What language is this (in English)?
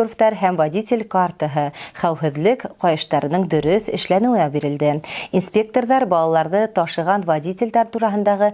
Bashkir